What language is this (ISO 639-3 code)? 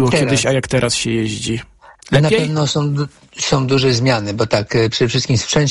pol